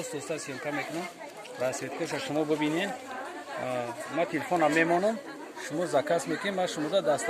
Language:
Tajik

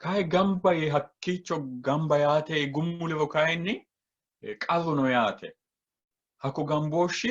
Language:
Sidamo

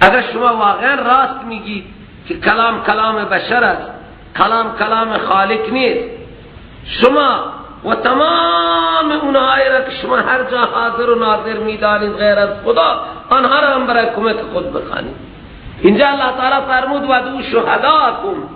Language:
Persian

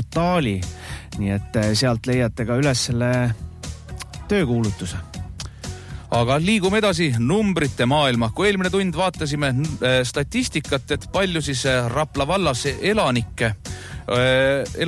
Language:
Estonian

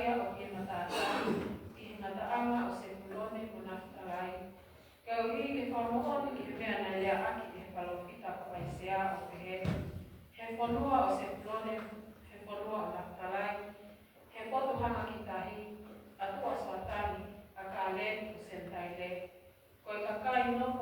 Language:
Tongan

